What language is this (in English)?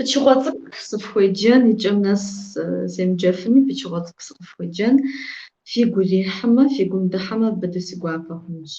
Kabardian